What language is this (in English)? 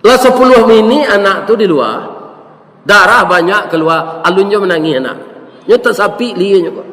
Minangkabau